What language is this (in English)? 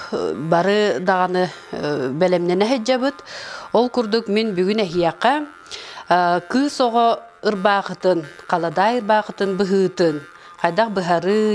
Yakut